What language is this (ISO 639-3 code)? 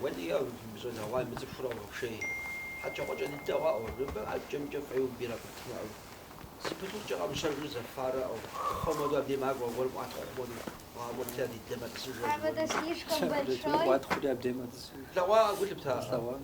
kbd